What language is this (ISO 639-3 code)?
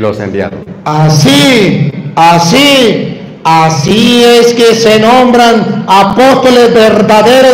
spa